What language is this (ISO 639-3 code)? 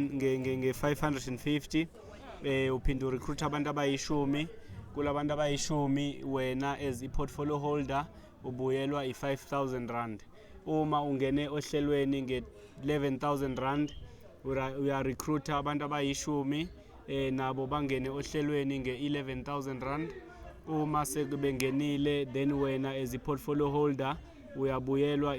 zul